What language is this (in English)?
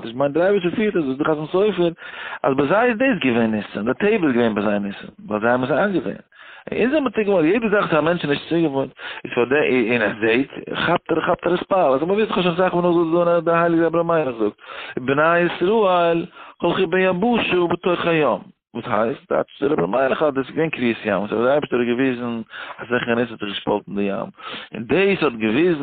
Yiddish